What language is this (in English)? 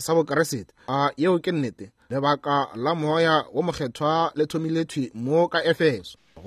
Northern Sotho